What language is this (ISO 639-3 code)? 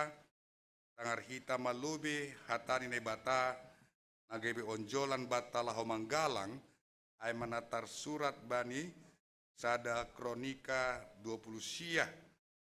bts